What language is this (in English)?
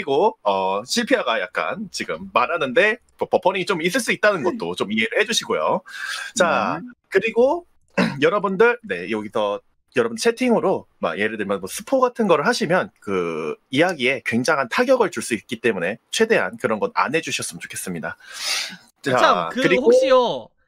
Korean